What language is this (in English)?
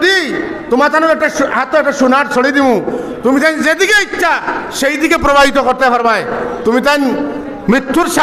Sylheti